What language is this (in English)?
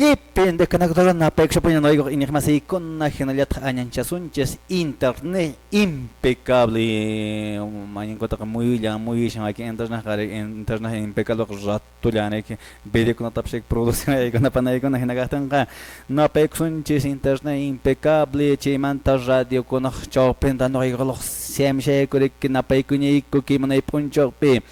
Quechua